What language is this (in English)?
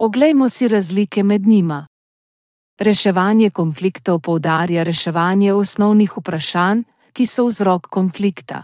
Slovenian